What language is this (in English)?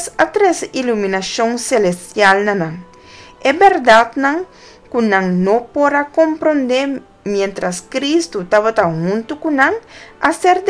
Papiamento